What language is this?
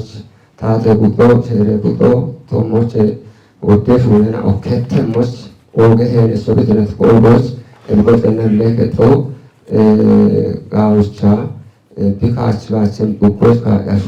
Kafa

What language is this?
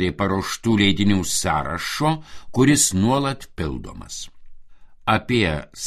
Lithuanian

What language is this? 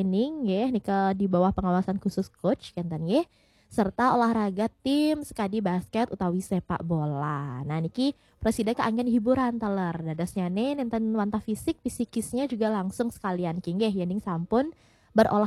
Balinese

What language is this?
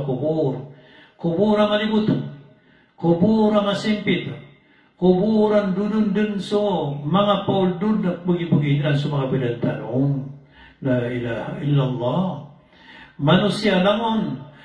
Maranao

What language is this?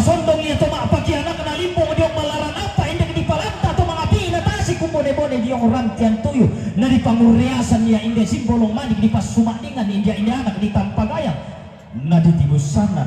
Toraja-Sa'dan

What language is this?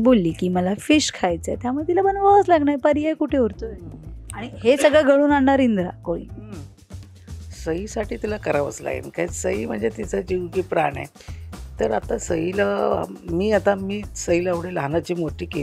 Marathi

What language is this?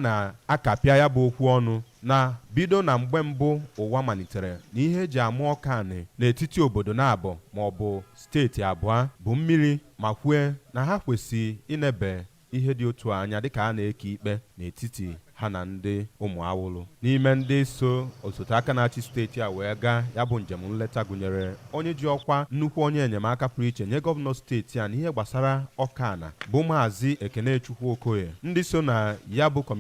Igbo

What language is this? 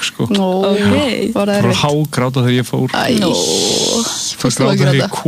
Icelandic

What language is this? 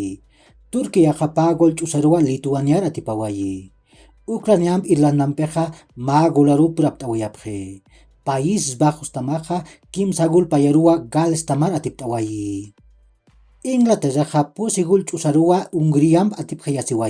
Aymara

